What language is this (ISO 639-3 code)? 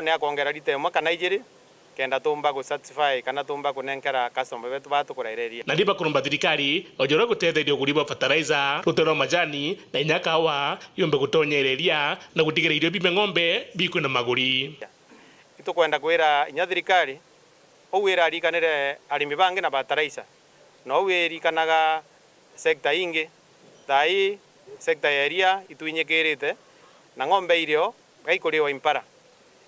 mer